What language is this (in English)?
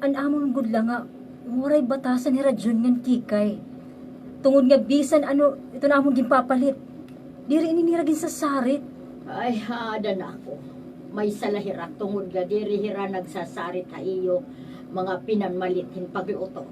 Waray